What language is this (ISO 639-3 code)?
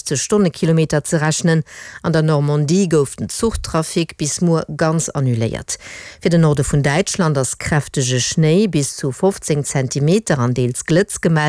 ltz